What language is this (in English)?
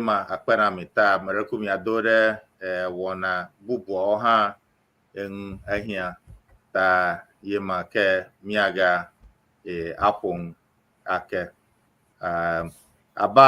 Ewe